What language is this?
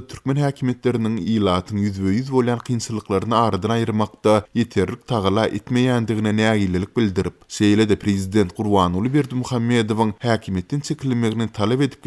Turkmen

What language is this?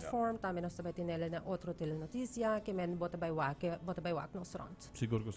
Papiamento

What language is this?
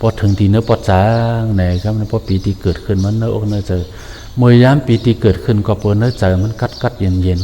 Shan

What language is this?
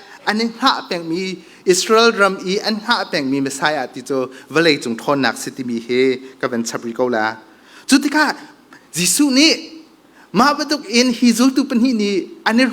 Hakha Chin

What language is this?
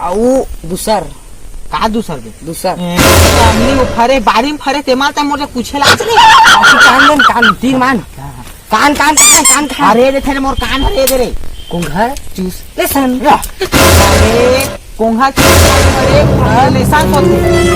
Chhattisgarhi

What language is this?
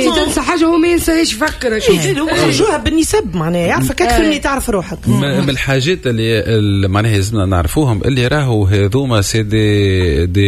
Tunisian Arabic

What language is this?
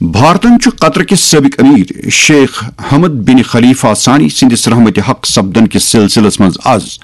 Kashmiri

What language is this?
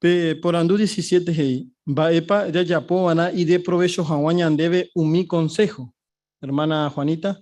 Guarani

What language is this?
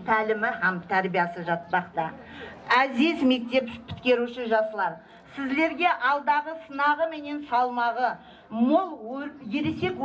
Kara-Kalpak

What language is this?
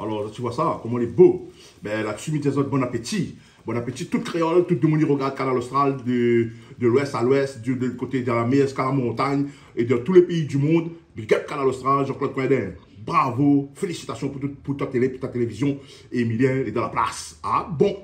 Réunion Creole French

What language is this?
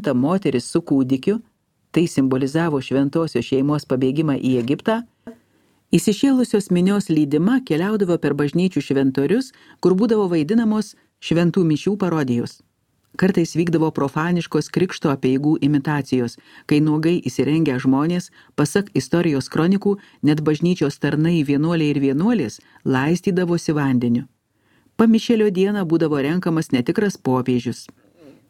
Lithuanian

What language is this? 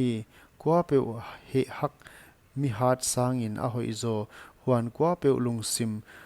Paite Chin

